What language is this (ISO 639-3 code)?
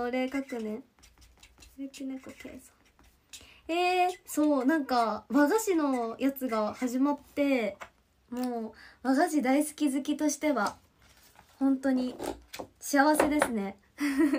jpn